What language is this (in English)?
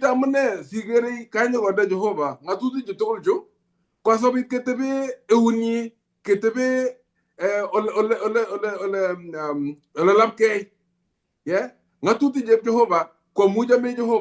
Kalenjin